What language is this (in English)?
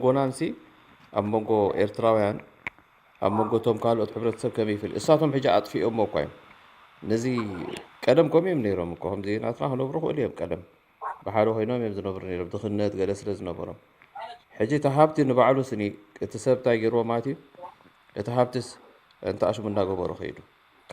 Tigrinya